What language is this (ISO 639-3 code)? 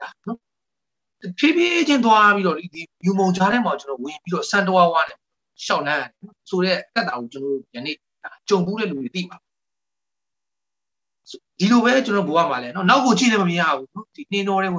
mya